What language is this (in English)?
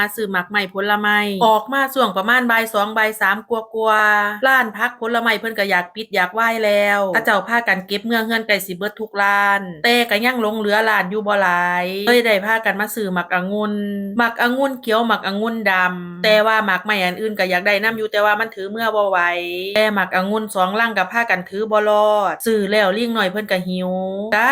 Northeastern Thai